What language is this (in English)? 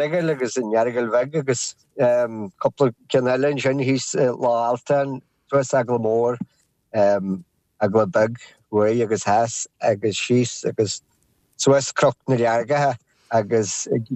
Irish